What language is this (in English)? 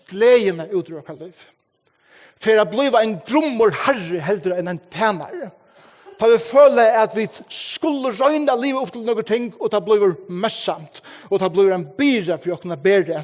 Faroese